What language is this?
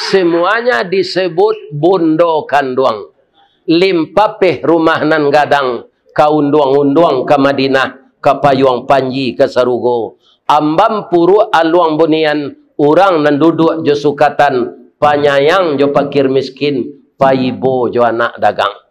Minangkabau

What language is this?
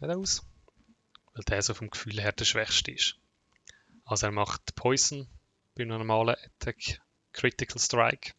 Swiss German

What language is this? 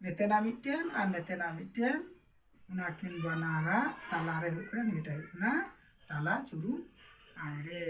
Santali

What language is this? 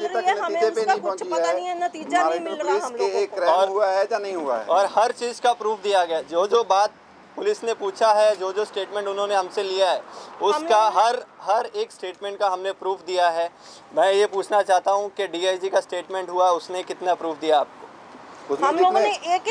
Hindi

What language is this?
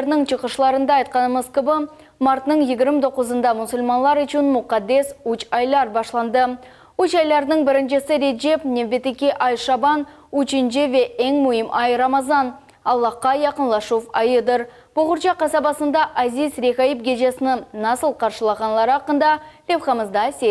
Crimean Tatar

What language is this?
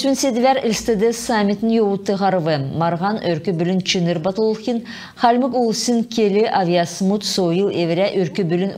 Kalmyk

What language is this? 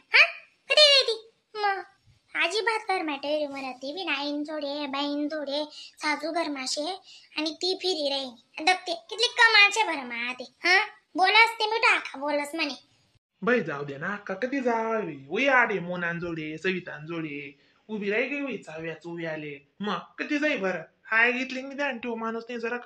Khandesi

